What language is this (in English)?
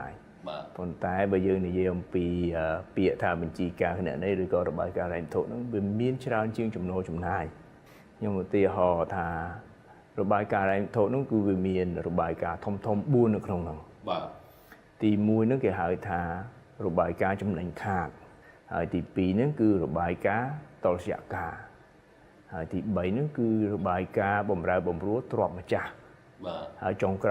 Khmer